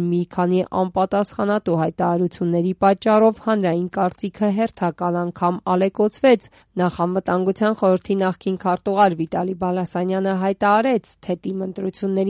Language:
Armenian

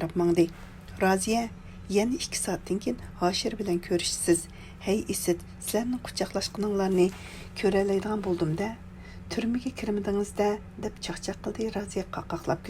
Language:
Uyghur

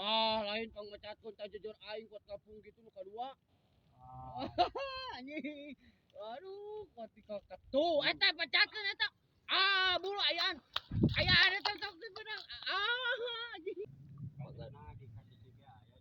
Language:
Sundanese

